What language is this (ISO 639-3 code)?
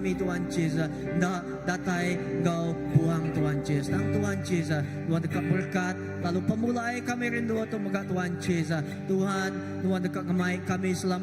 iba